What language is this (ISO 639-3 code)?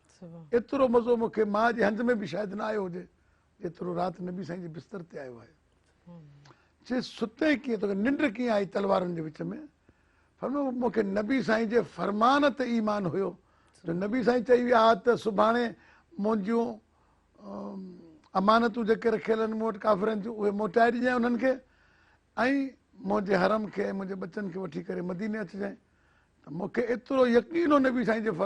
snd